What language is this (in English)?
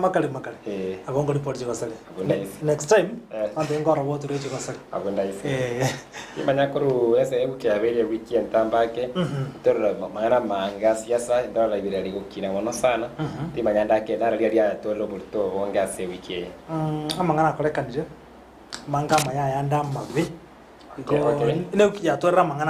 Gusii